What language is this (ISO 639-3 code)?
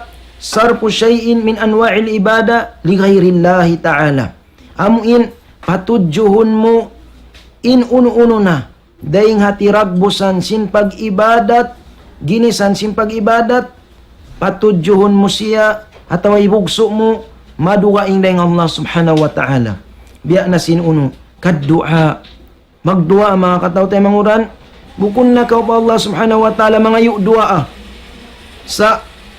tsg